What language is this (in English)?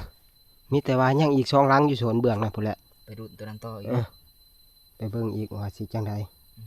Northeastern Thai